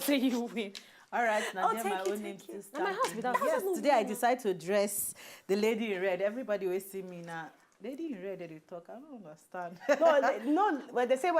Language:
Nigerian Pidgin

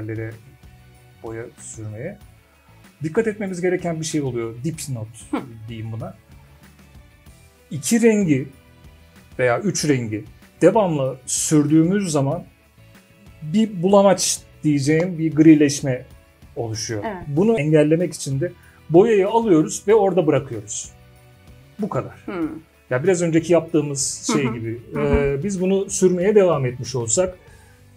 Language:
Turkish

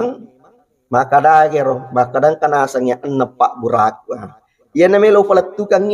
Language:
Buginese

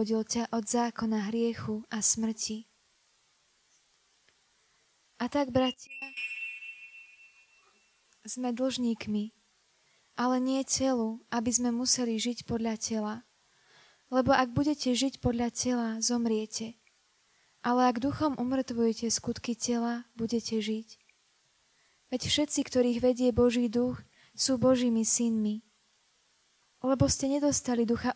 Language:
Slovak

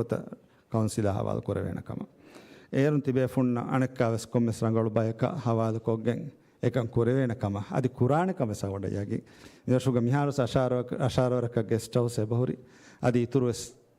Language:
Divehi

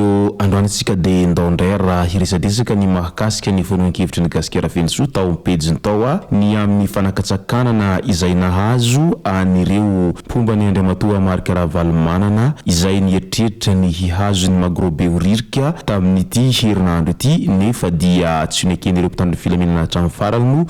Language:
Malagasy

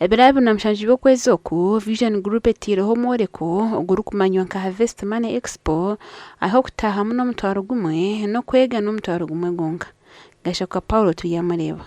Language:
Nyankole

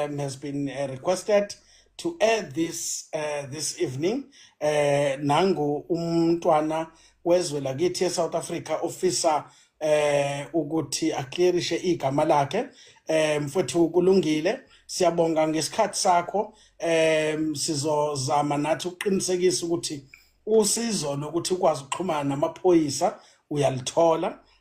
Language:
Zulu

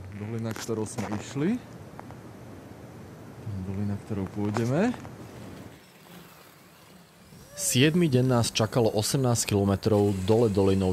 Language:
Slovak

